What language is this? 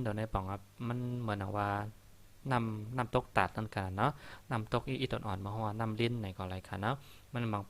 Shan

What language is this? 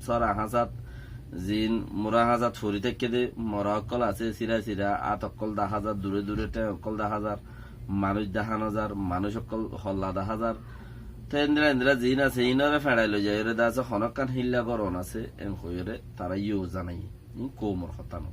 Rohingya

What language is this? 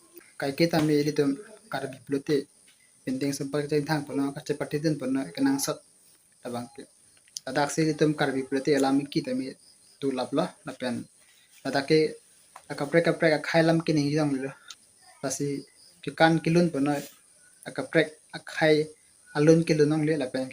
Karbi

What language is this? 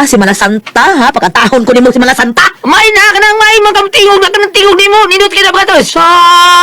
Cebuano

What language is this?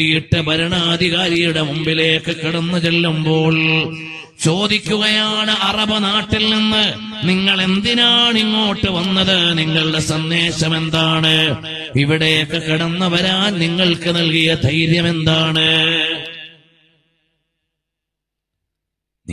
Malayalam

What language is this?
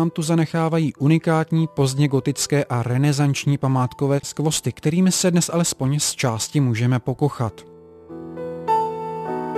Czech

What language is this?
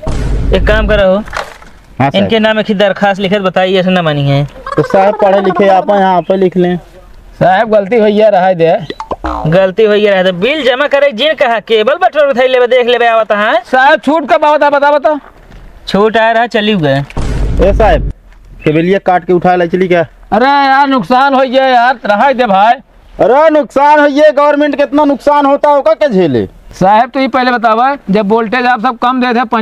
Awadhi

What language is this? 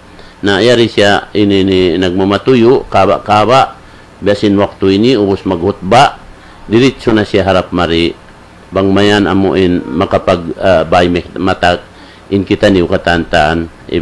Tausug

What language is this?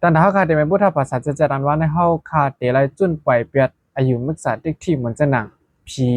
Shan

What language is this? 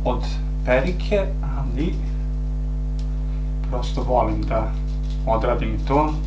Serbian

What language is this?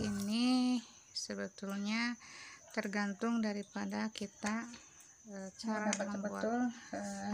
Indonesian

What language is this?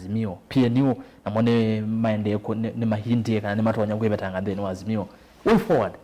Kamba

